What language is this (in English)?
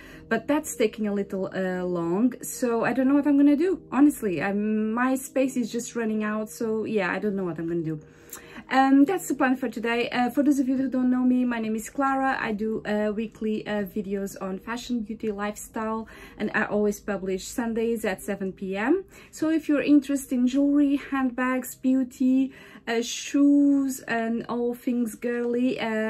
English